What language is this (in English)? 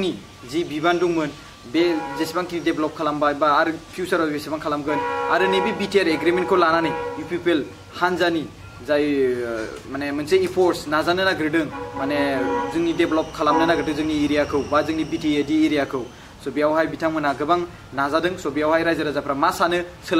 Bodo